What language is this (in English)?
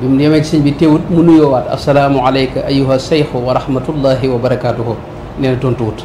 Wolof